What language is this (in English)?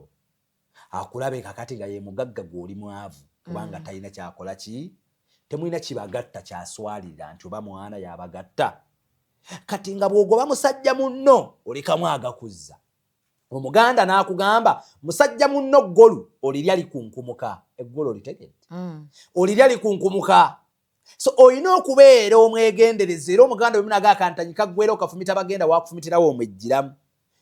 Ganda